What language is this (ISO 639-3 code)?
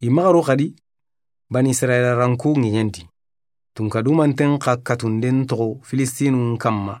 snk